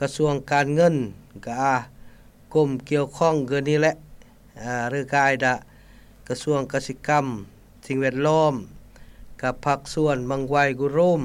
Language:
Lao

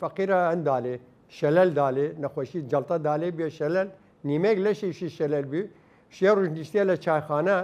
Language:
Southern Kurdish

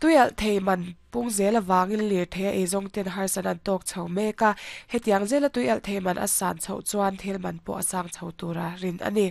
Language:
Mizo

